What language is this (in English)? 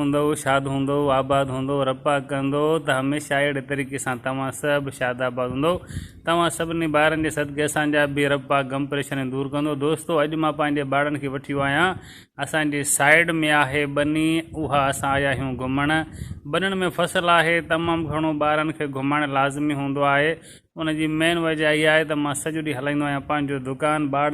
Sindhi